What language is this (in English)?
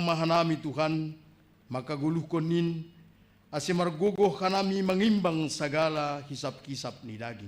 Batak Simalungun